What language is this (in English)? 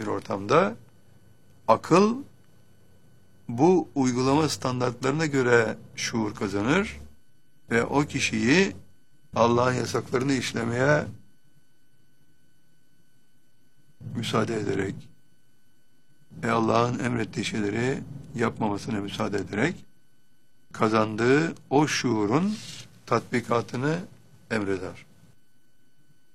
Turkish